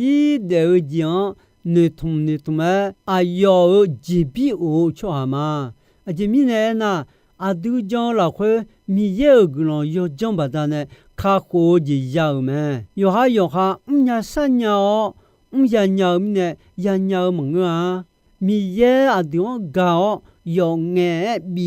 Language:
Akha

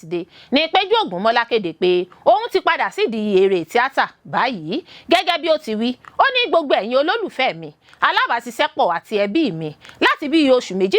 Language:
Yoruba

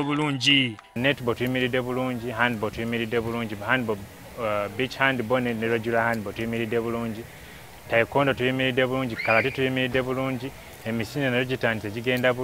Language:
Ganda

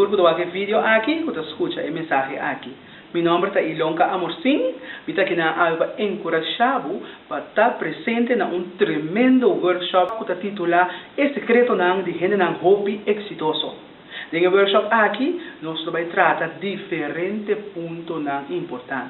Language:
Papiamento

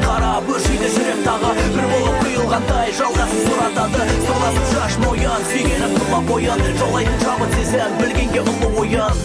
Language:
Kazakh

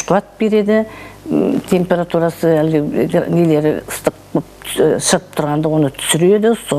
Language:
Kazakh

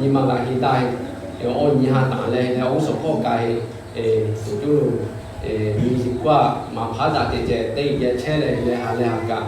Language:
Lahu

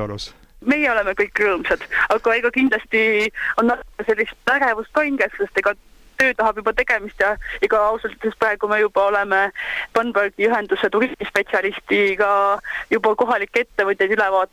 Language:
Estonian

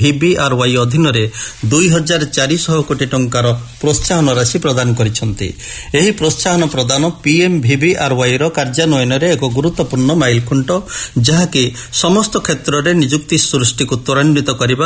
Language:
Odia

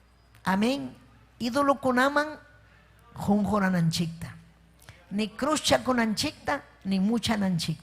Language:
Ayacucho Quechua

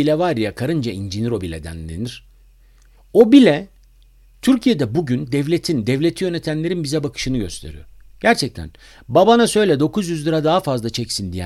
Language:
Turkish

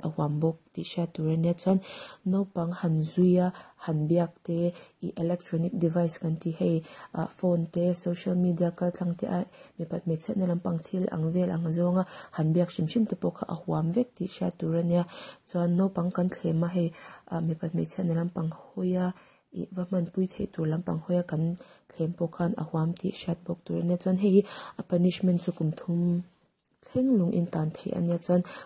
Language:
Mizo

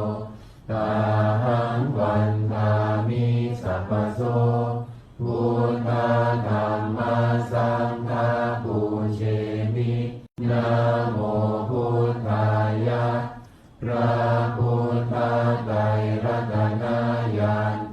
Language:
Pali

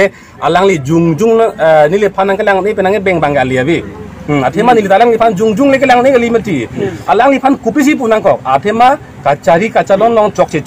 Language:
Karbi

